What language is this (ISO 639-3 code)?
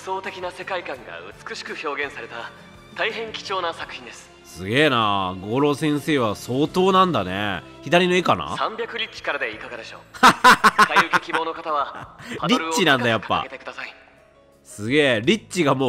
jpn